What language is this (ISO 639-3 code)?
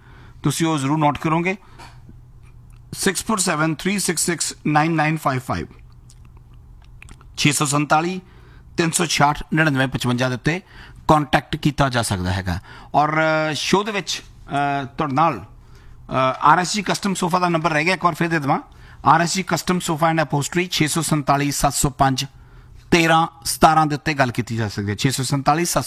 pan